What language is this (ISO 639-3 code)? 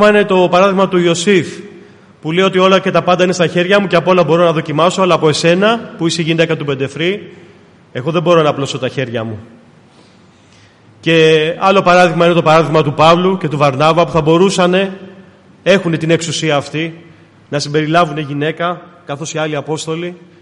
ell